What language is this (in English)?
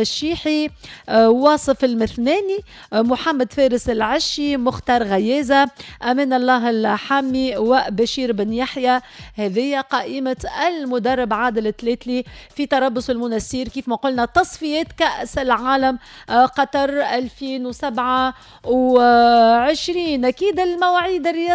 Tunisian Arabic